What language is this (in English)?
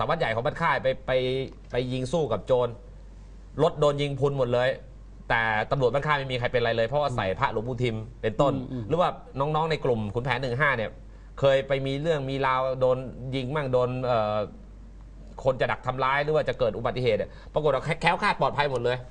Thai